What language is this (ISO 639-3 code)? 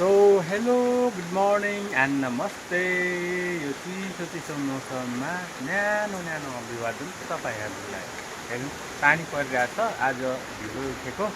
nep